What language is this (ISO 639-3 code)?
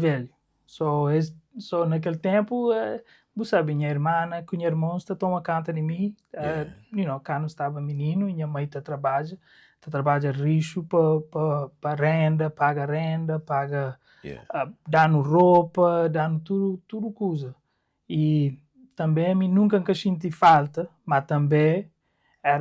kea